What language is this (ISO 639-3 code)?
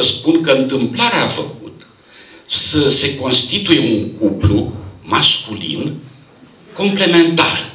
ron